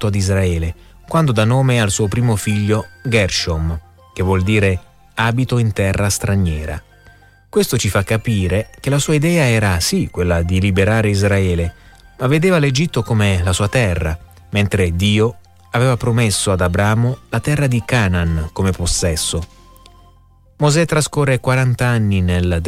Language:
Italian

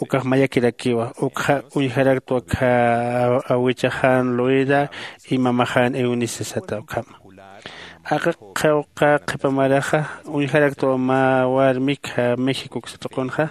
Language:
Aymara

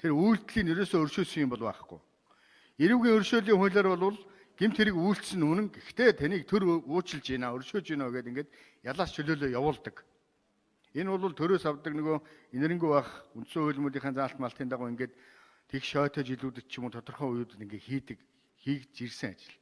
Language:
Mongolian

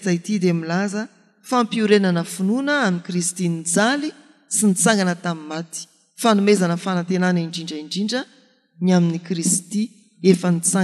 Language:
Malagasy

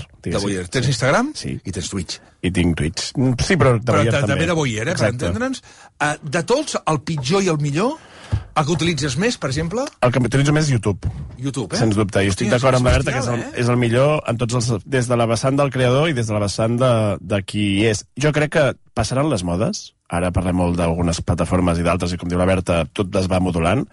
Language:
Catalan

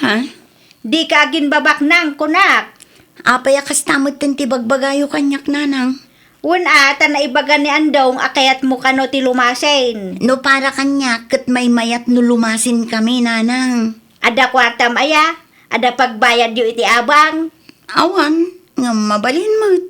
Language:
Iloko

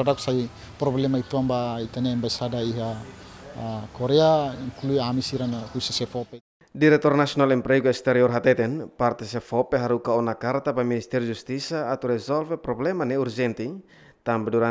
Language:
Tetum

